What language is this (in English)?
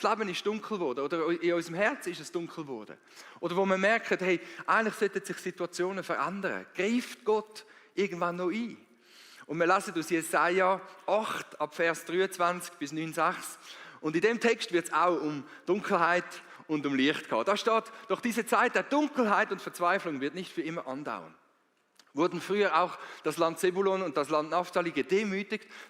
Swiss German